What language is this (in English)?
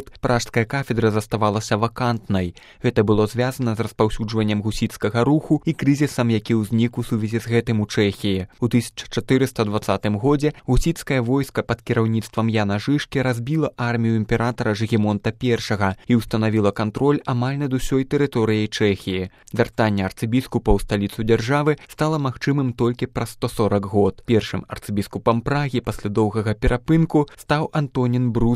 Belarusian